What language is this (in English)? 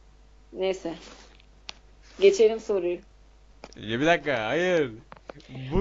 Turkish